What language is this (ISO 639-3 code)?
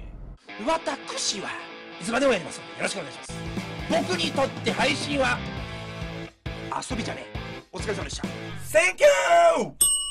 jpn